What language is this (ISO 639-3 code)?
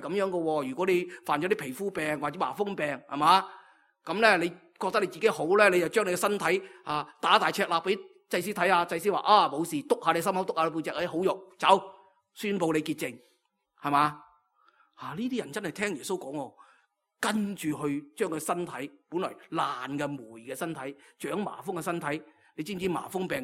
yue